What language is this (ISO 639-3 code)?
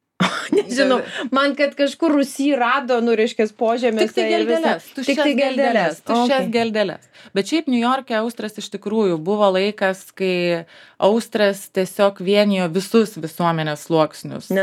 lit